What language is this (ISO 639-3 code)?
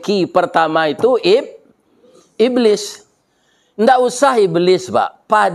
min